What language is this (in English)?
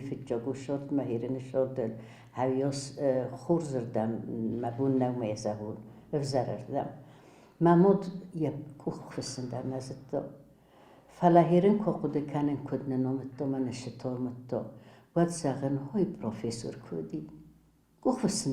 Ossetic